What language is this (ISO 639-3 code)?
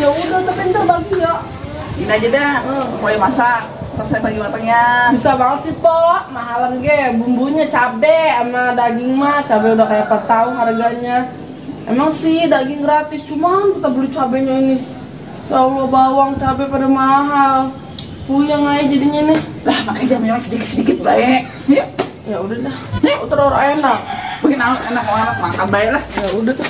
bew